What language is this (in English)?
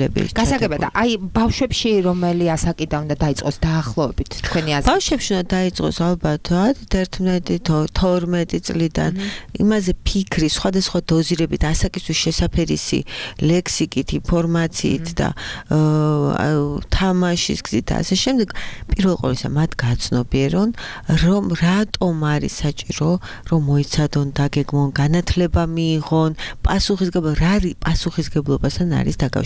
Georgian